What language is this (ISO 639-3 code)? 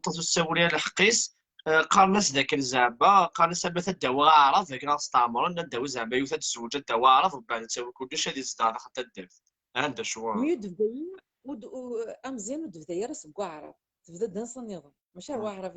kab